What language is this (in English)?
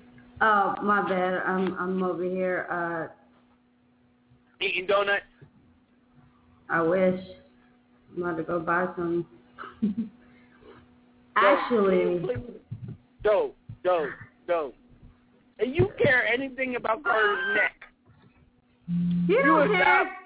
English